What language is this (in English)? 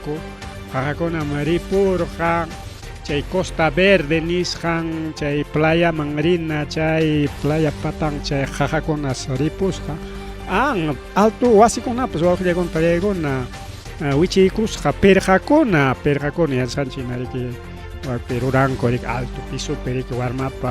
Ayacucho Quechua